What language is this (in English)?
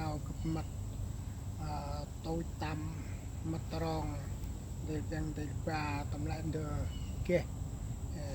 Central Mnong